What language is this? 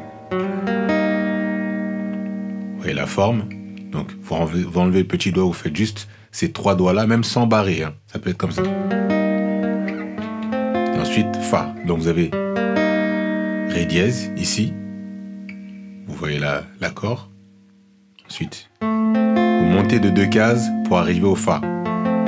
French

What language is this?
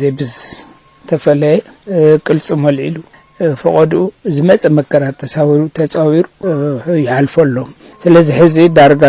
Tigrinya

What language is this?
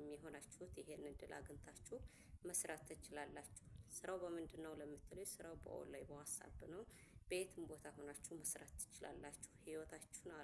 Amharic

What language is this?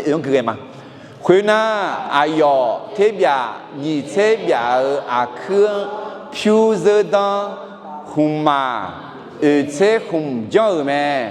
Akha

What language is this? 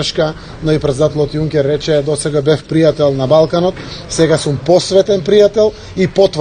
Macedonian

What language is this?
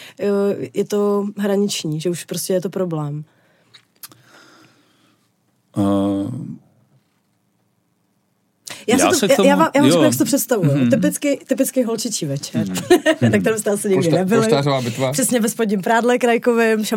Czech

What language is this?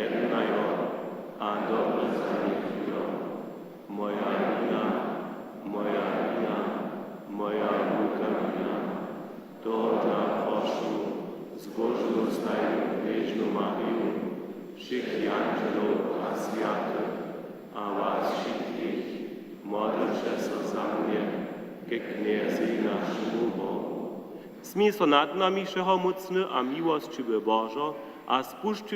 Upper Sorbian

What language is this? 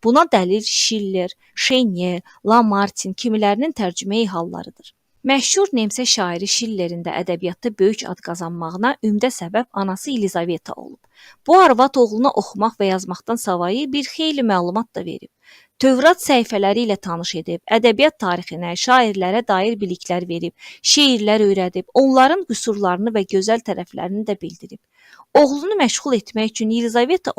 Azerbaijani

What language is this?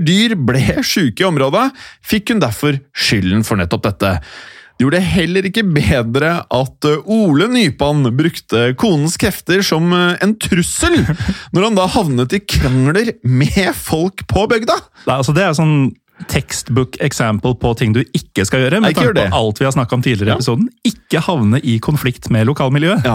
Norwegian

